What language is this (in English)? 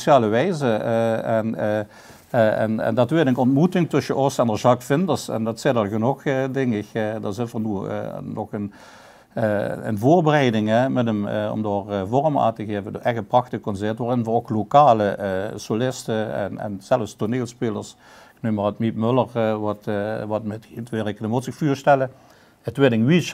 Limburgish